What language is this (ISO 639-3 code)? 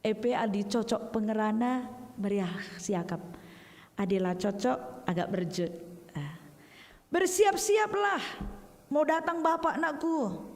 btx